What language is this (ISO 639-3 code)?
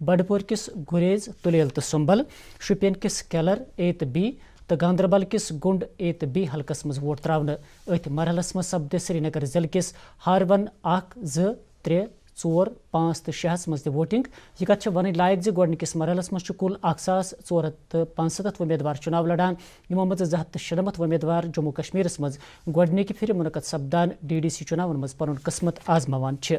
kas